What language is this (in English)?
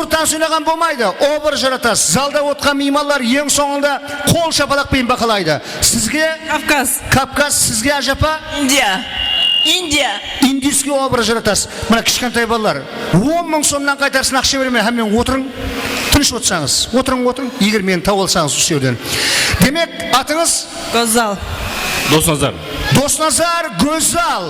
Kara-Kalpak